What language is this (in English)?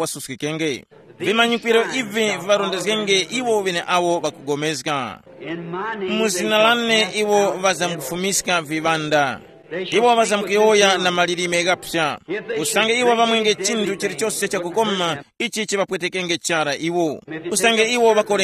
Tumbuka